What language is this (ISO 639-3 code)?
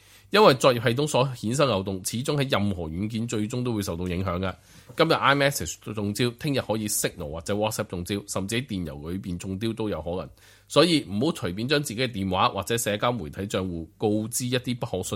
yue